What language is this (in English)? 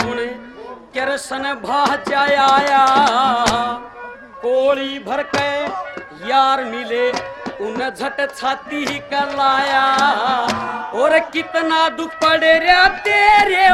Haryanvi